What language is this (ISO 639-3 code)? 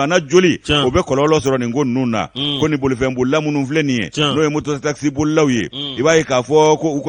bam